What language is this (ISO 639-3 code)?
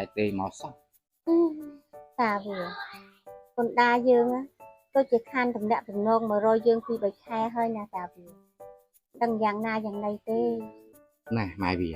khm